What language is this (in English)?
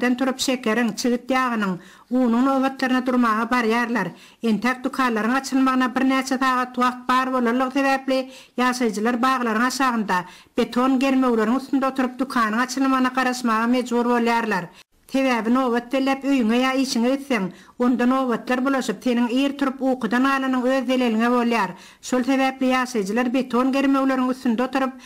Turkmen